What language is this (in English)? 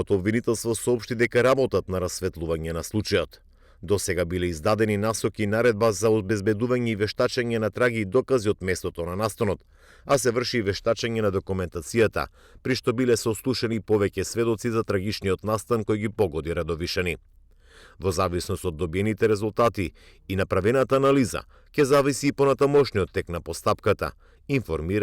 Macedonian